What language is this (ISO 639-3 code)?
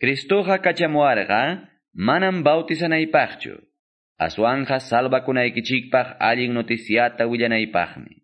que